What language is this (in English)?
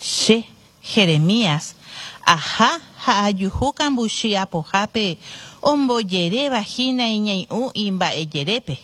Guarani